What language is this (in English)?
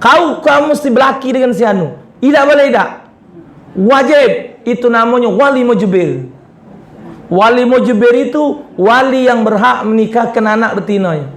Musi